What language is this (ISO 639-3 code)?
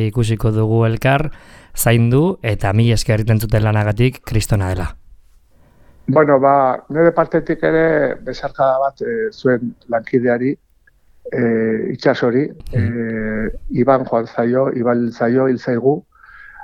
eus